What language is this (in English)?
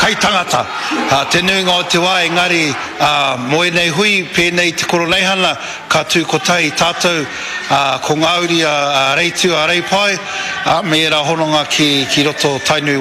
Māori